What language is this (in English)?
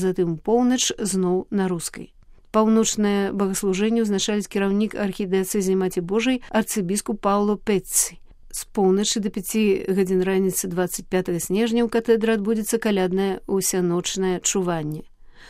Belarusian